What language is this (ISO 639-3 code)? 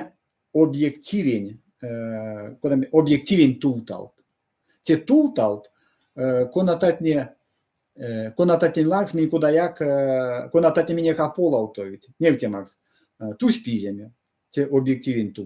myv